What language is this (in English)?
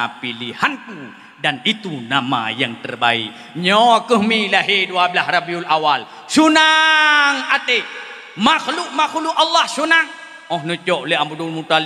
Achinese